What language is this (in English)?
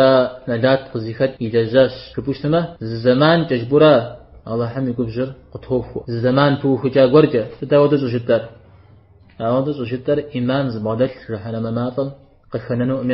Kabardian